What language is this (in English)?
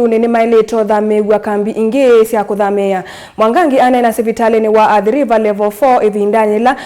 Kamba